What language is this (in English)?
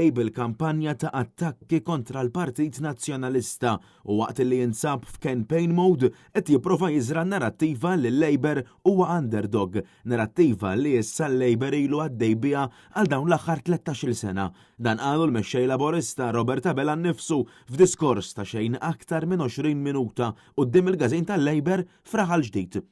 Maltese